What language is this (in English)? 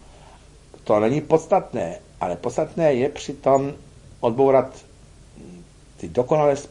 Czech